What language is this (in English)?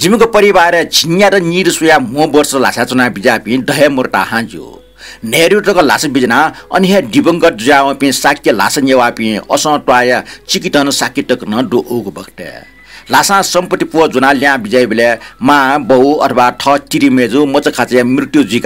Newari